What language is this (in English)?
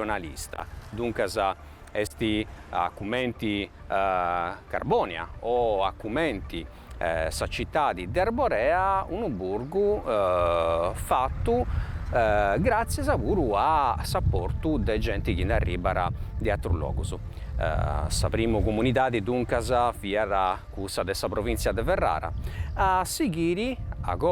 Sardinian